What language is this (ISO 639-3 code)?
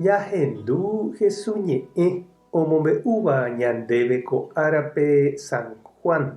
grn